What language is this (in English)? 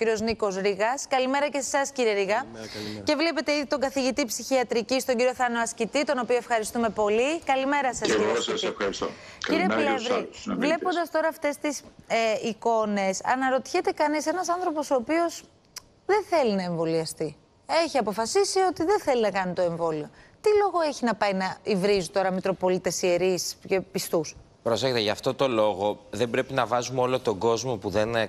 Greek